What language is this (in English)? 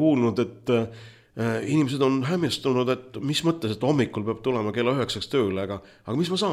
Estonian